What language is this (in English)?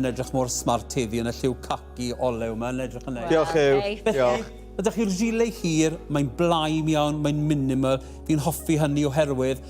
Welsh